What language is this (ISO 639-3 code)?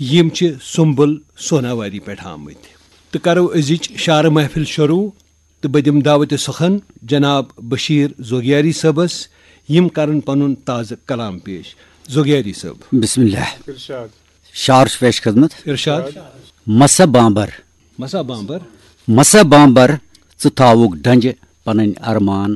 kas